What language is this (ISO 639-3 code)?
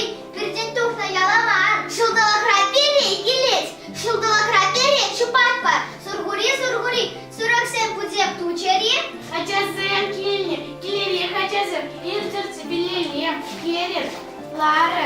chv